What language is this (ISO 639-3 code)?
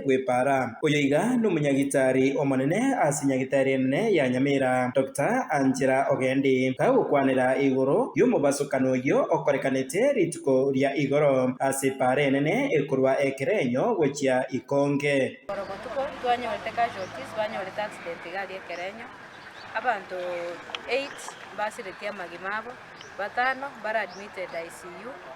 guz